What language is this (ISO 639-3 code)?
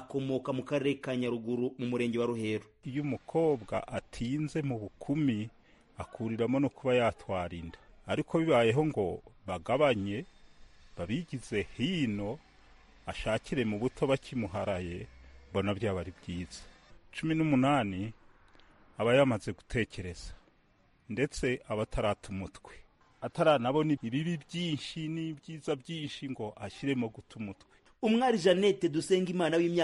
kin